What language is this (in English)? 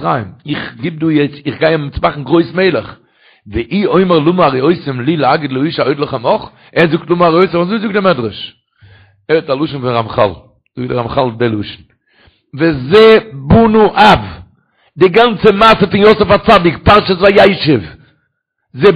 Yiddish